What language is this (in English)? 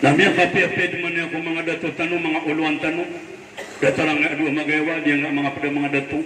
Maranao